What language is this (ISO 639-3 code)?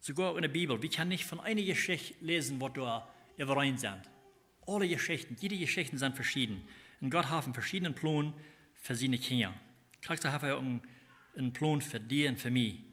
pdt